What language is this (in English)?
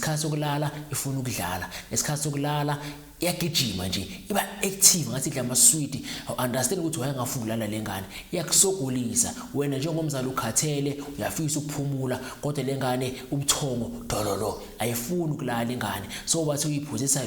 Zulu